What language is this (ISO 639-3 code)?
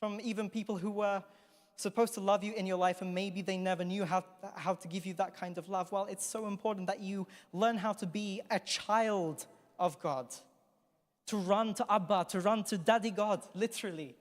eng